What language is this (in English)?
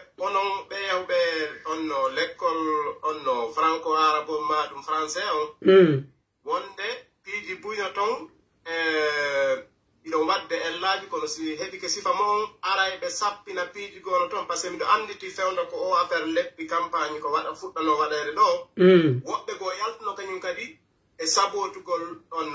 Pular